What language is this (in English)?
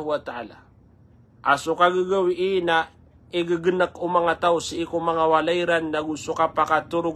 Maranao